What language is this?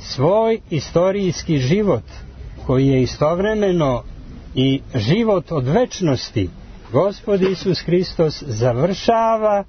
Serbian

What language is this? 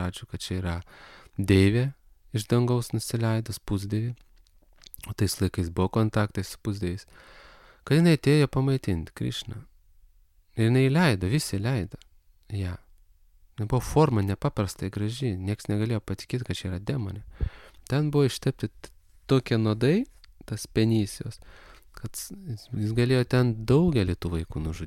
Lithuanian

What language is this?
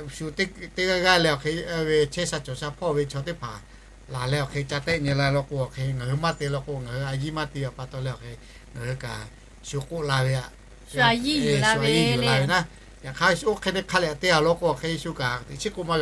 Lahu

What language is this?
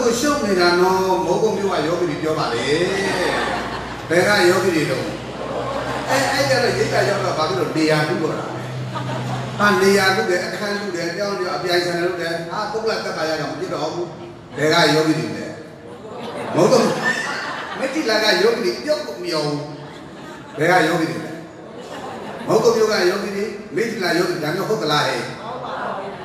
Burmese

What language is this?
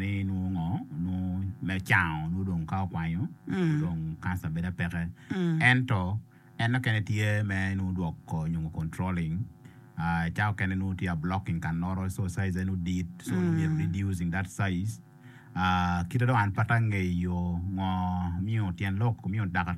Acoli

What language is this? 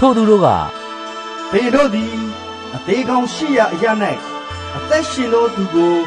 Burmese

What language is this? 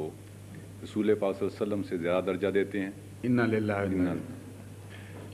Urdu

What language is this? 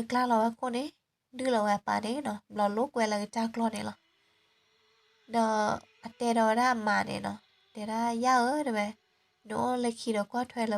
S'gaw Karen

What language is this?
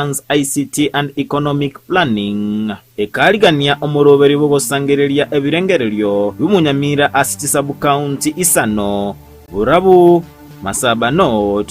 Gusii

